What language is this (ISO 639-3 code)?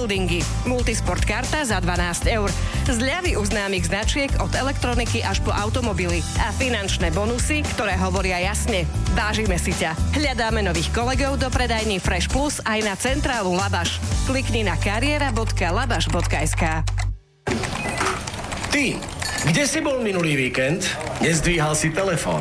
slk